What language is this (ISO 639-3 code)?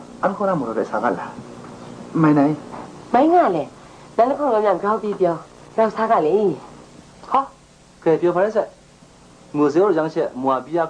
kac